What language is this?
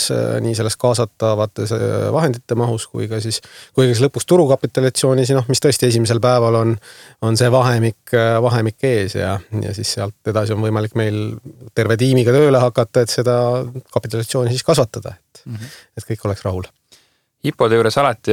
Estonian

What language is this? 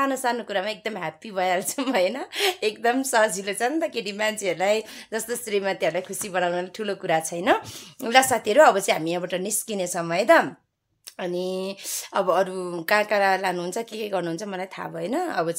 Nepali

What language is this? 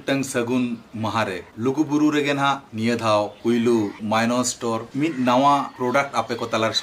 Santali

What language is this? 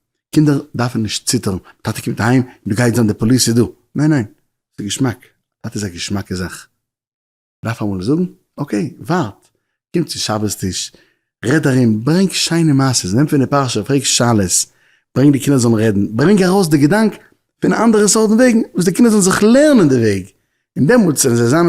Yiddish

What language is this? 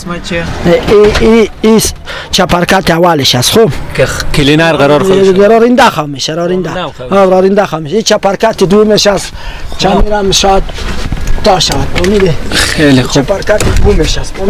Persian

